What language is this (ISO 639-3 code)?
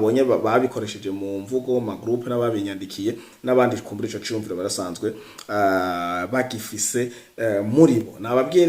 run